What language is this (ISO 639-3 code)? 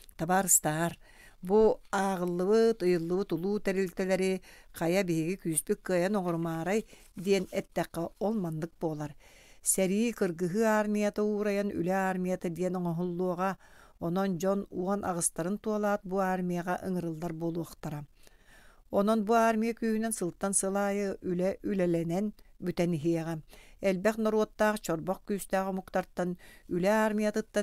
sah